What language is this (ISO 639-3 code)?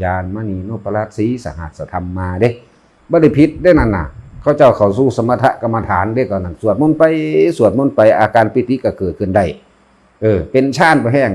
tts